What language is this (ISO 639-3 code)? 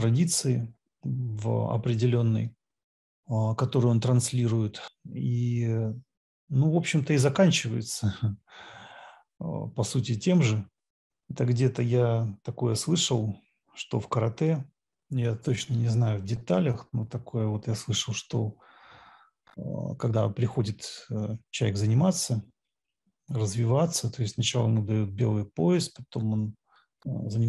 rus